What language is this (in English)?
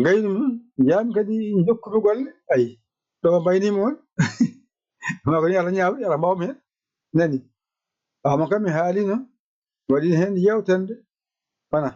Fula